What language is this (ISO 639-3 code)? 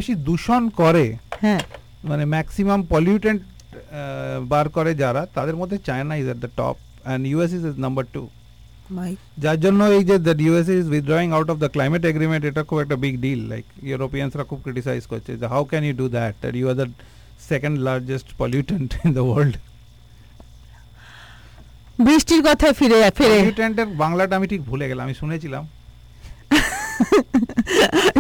ben